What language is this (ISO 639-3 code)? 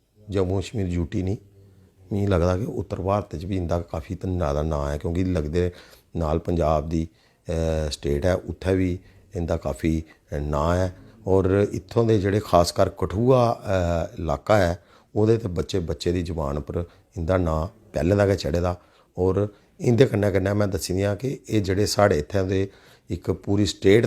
doi